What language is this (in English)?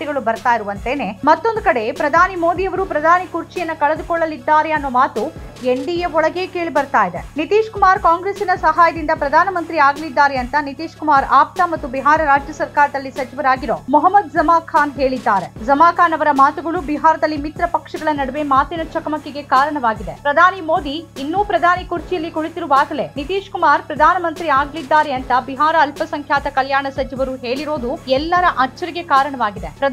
Kannada